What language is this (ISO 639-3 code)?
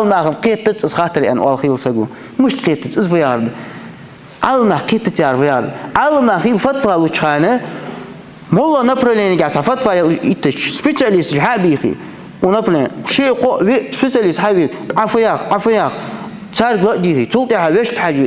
inh